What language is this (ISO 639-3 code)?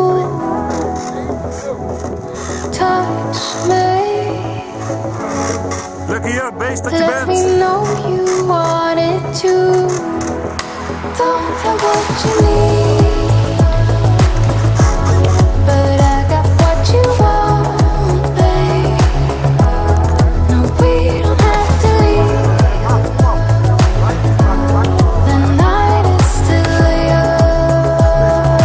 nld